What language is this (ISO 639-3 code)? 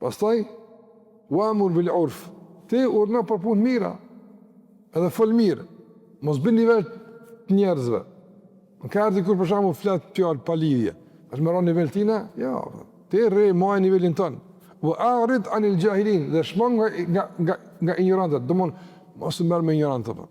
sqi